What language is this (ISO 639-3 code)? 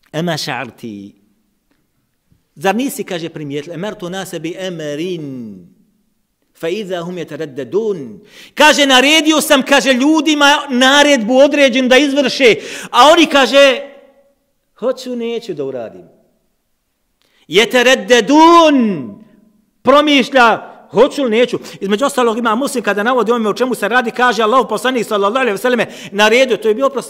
bos